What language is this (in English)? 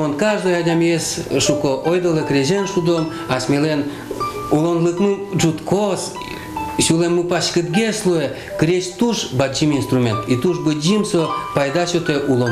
Udmurt